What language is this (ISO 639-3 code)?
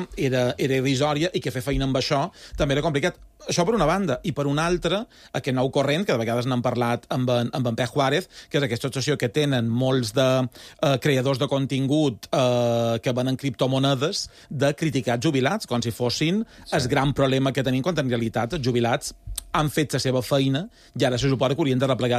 cat